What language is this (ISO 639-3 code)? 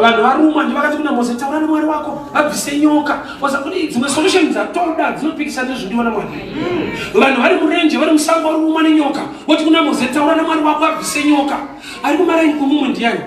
sna